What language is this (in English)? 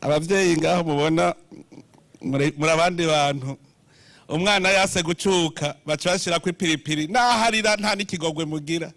Rundi